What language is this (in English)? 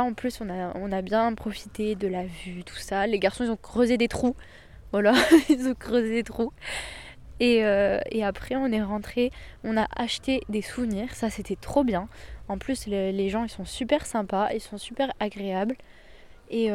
French